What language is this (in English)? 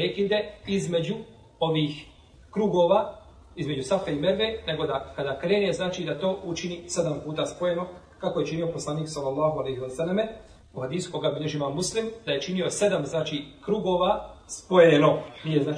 Bosnian